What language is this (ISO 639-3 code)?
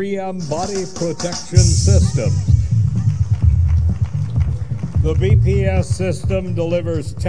eng